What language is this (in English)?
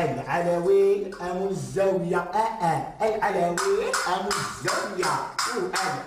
Algerian Arabic